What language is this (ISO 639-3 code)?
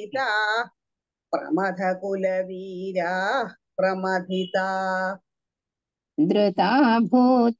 mal